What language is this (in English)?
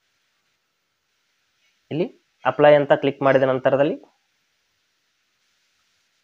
Kannada